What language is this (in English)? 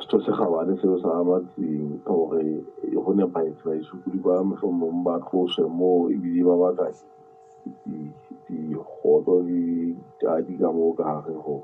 Southern Sotho